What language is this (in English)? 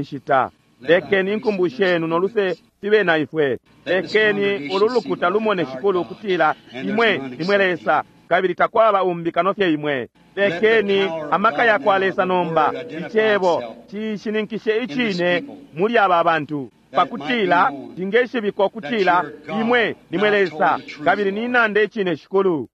Bemba